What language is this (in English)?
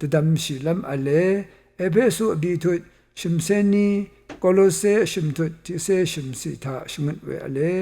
Rawang